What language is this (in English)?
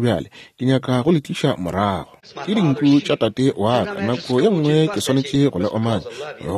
Northern Sotho